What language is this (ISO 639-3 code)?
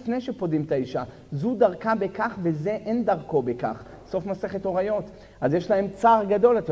heb